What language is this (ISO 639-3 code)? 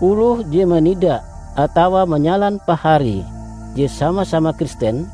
nij